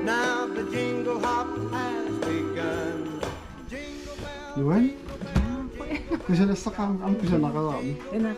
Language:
Kalaallisut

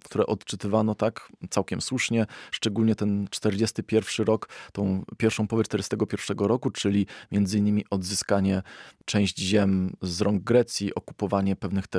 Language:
Polish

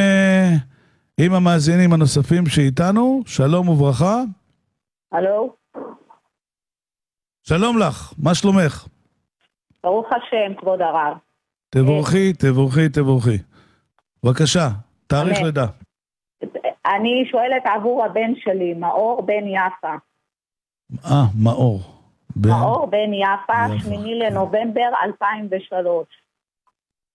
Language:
Hebrew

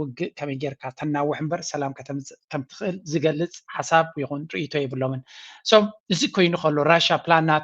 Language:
Tigrinya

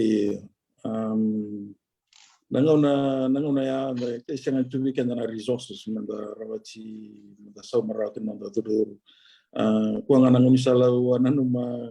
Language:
Fijian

